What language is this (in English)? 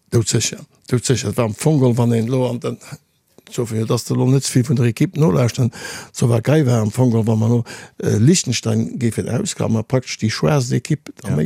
Luxembourgish